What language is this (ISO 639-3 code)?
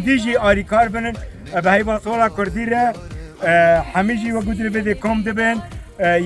kur